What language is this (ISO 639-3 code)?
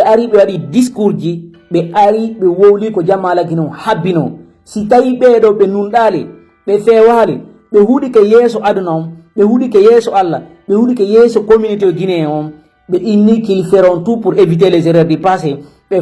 ful